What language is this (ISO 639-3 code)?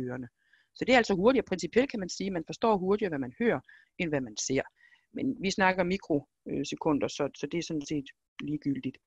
dan